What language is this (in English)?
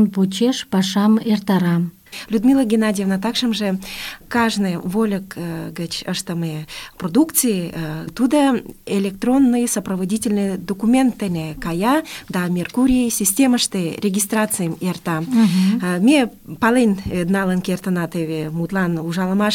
Mari